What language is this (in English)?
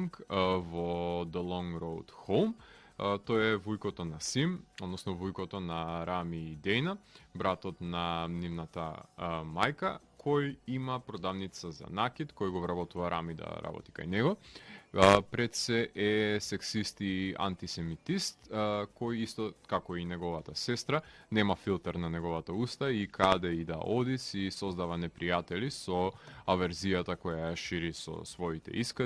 Macedonian